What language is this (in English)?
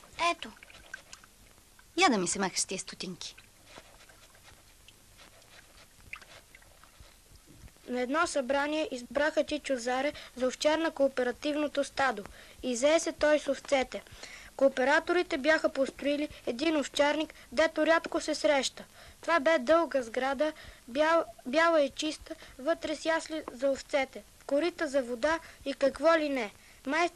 Bulgarian